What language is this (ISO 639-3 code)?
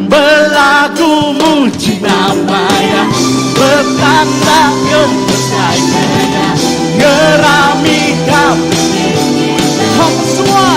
iba